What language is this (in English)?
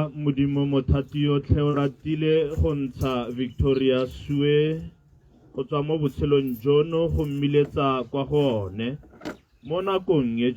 Tswana